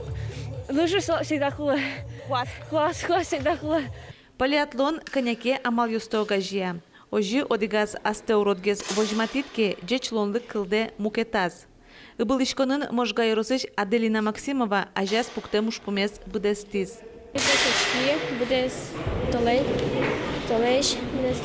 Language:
Udmurt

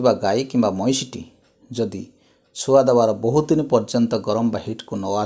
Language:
Odia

